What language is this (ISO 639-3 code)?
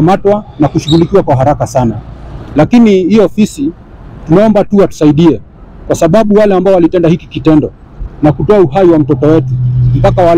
swa